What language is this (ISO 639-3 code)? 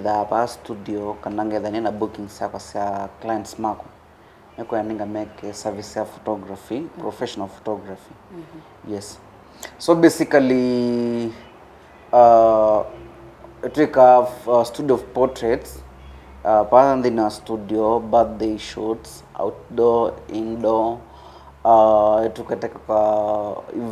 kam